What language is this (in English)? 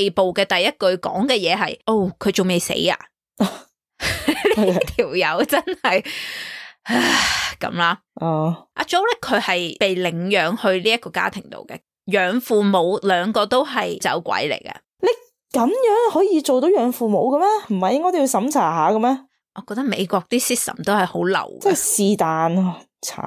Cantonese